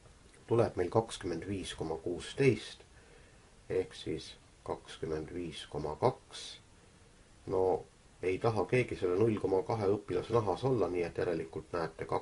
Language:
Estonian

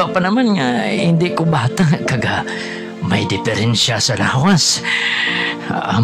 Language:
Hiligaynon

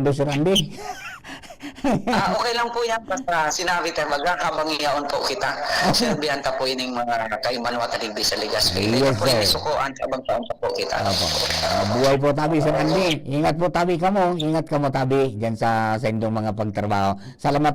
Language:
Bikol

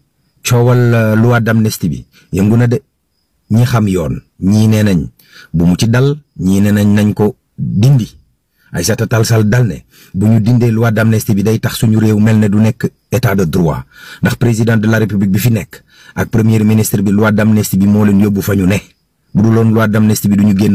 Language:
Wolof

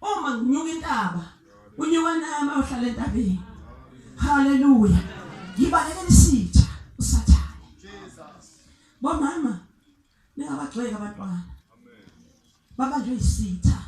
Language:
Zulu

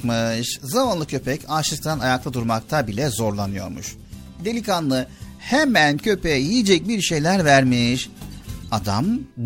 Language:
Turkish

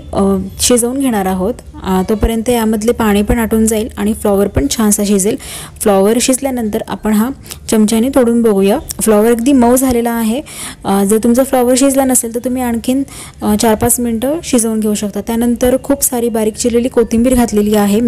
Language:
Marathi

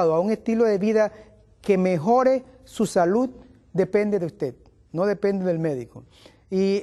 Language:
Spanish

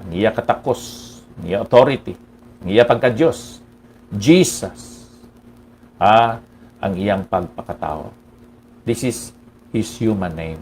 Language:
Hiligaynon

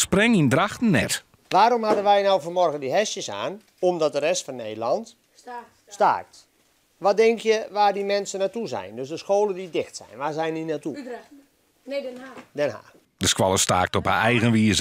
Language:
Western Frisian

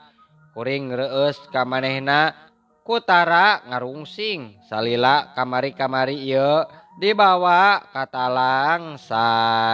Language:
Sundanese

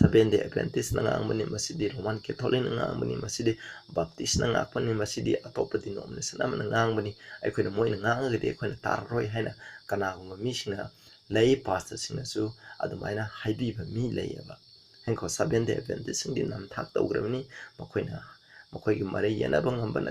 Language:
Manipuri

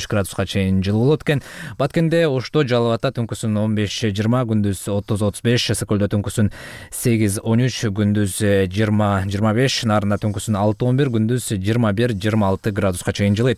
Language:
Kyrgyz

